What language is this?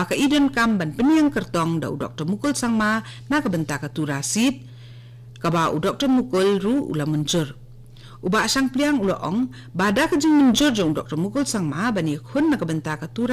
Khasi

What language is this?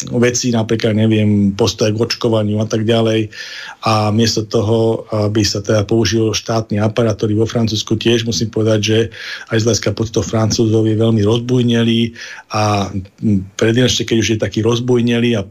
Slovak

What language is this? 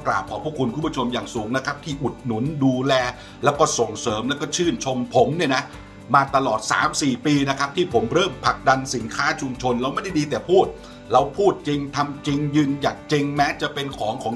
Thai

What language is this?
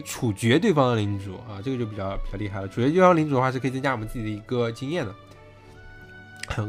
Chinese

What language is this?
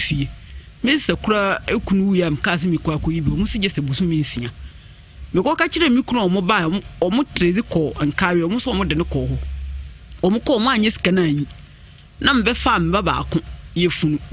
Akan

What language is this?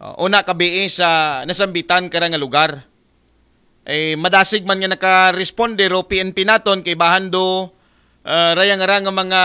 Aklanon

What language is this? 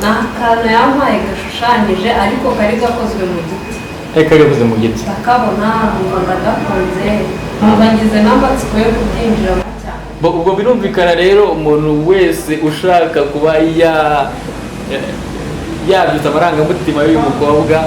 Kinyarwanda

